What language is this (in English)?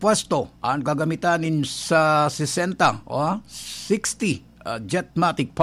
Bikol